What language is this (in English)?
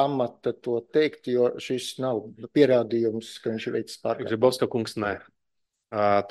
Latvian